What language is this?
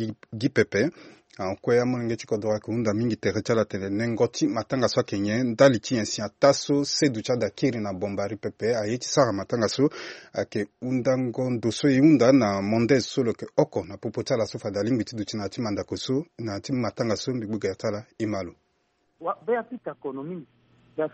Sango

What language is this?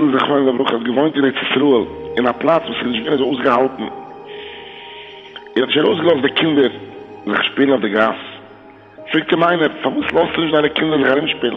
Yiddish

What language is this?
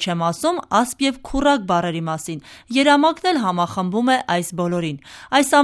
Armenian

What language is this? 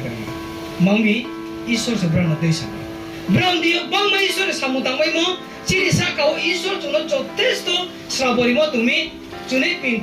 Riang (India)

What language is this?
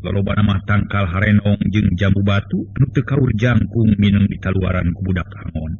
Sundanese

